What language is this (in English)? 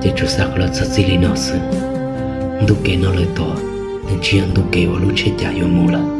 Hmong